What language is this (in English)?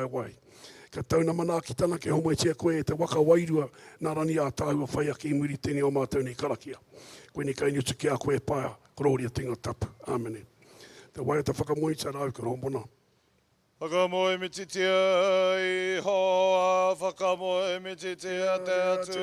Māori